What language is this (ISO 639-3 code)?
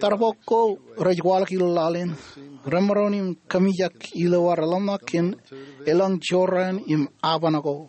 mah